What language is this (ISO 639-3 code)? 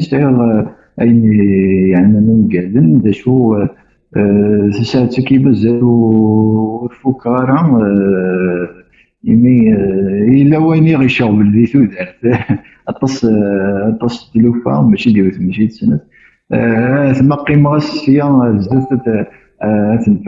kab